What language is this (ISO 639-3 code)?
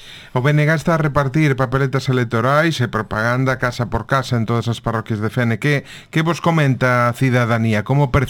glg